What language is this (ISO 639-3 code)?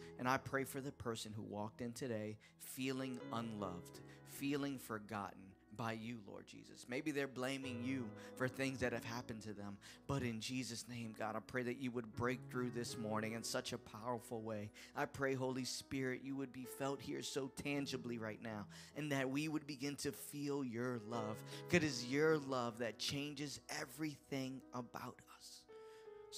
eng